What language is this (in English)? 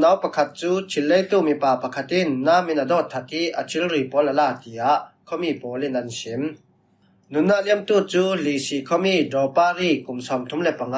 Falam Chin